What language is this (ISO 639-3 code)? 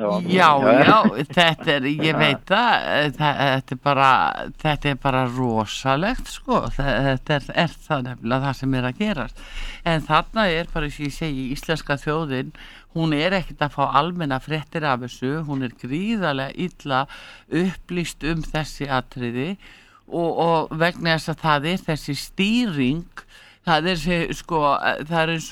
isl